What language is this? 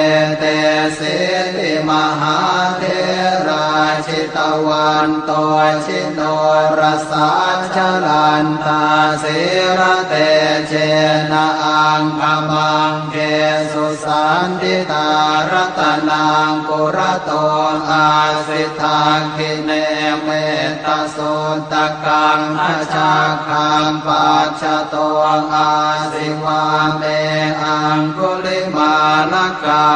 Pali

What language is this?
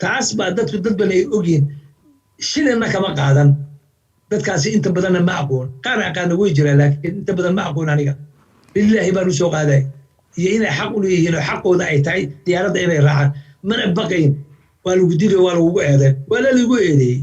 Somali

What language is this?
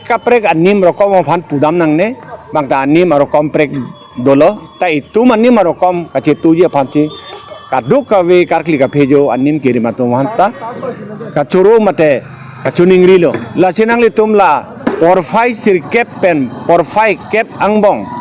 Karbi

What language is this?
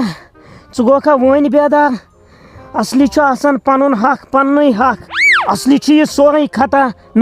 Kashmiri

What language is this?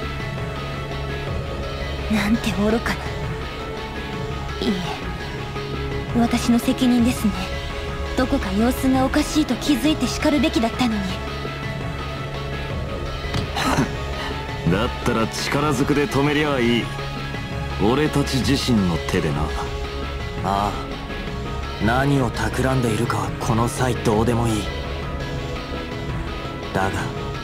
Japanese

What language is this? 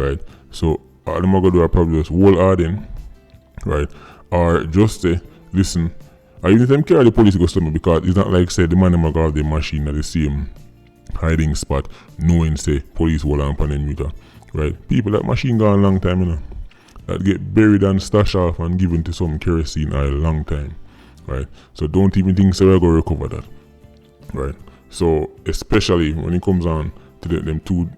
Jamaican Creole English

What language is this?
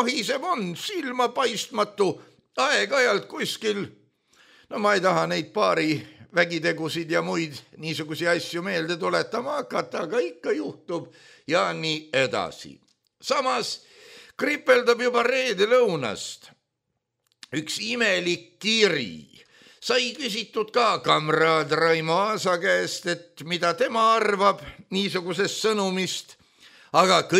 Estonian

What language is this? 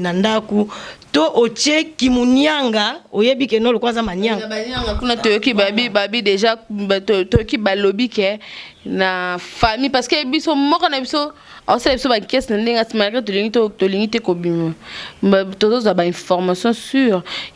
Lingala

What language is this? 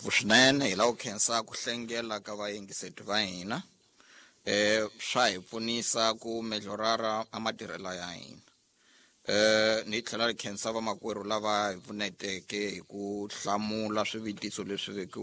Tsonga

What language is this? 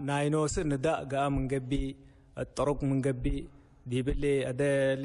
Tigre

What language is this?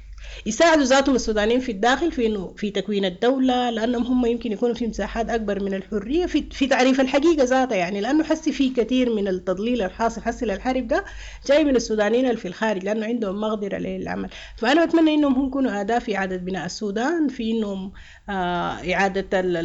Sudanese Arabic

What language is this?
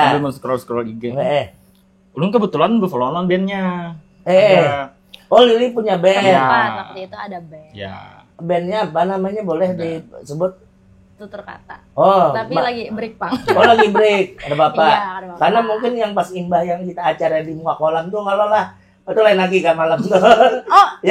Banjar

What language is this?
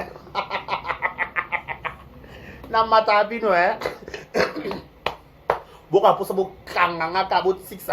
Lingala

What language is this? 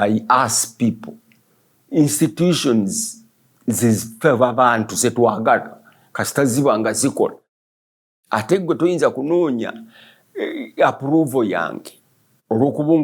Ganda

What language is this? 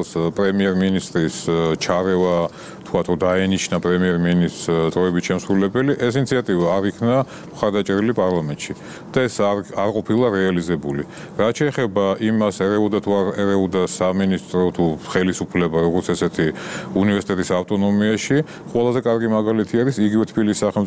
Georgian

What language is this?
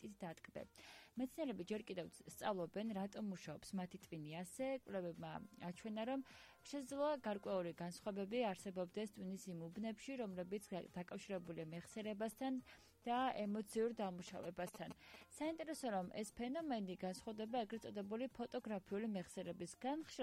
Georgian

